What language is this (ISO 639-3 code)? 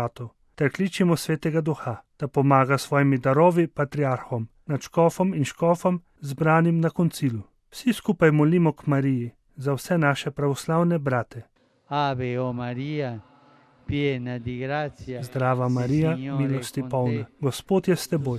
slv